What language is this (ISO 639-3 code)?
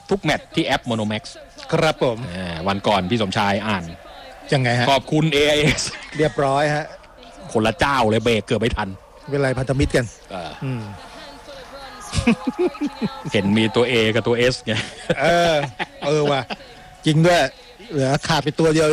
tha